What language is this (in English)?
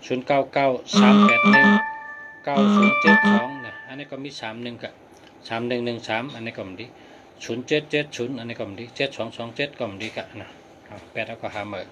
Shan